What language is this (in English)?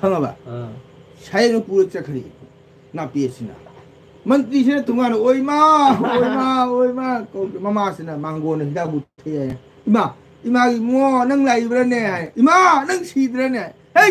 Manipuri